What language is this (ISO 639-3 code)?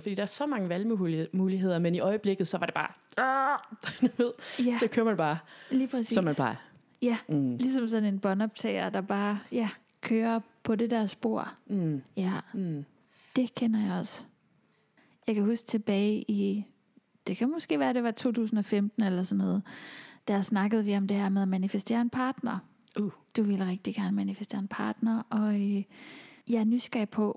dan